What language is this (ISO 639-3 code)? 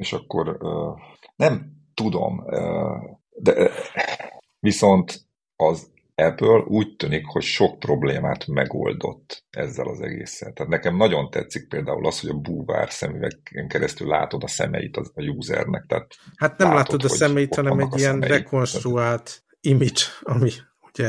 hun